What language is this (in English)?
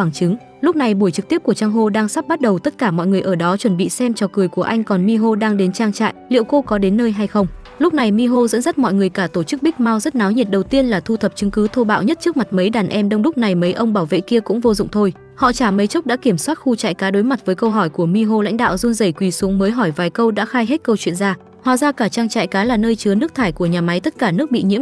Vietnamese